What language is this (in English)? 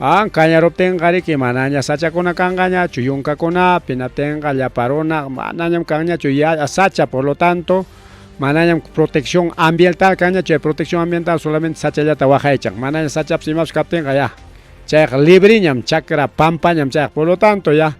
Ayacucho Quechua